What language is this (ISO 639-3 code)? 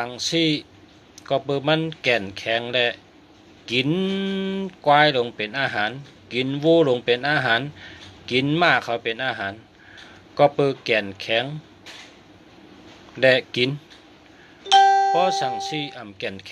shn